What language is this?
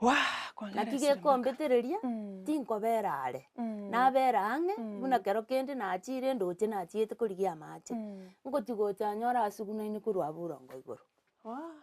Gusii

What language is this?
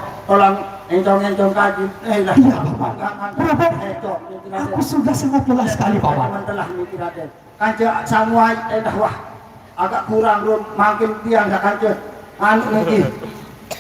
Sasak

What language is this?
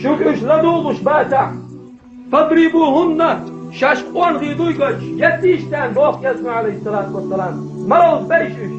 Chechen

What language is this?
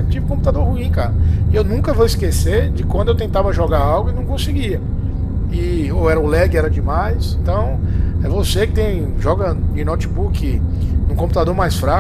Portuguese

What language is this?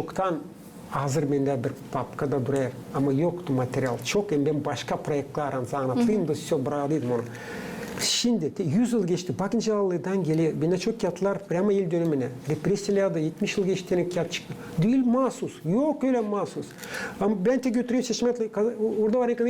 Gagauz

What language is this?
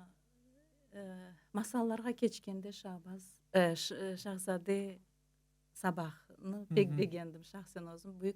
Crimean Tatar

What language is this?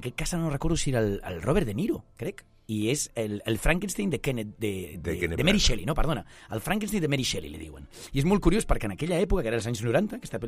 Catalan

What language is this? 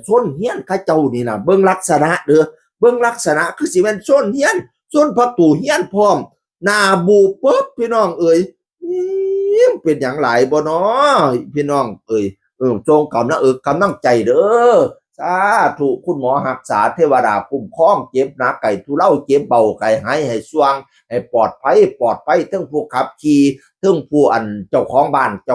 Northeastern Thai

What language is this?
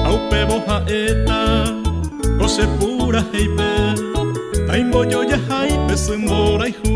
Guarani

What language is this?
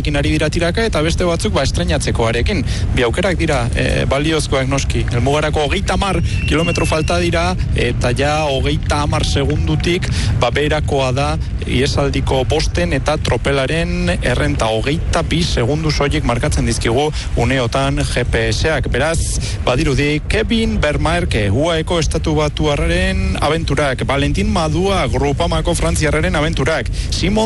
Basque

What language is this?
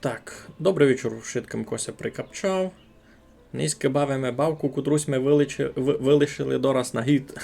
Rusyn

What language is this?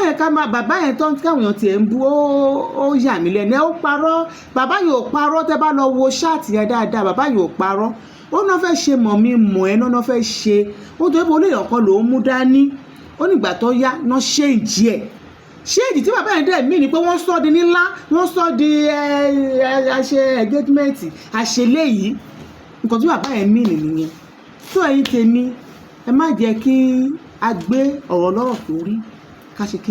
Yoruba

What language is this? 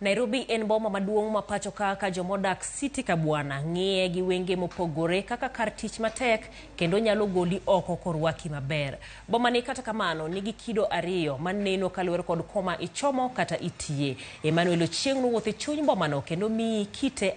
Luo (Kenya and Tanzania)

